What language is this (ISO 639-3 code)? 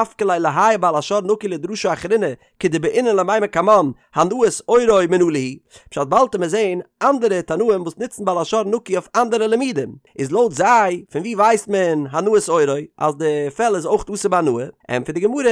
yid